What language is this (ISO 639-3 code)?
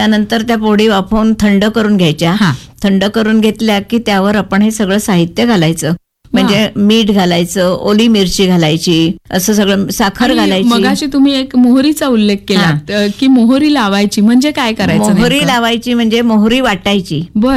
mar